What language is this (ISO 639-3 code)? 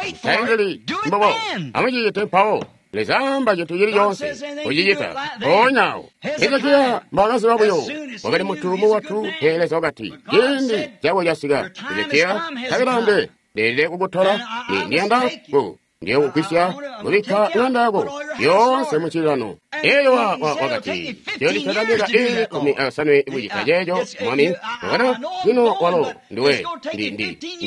toi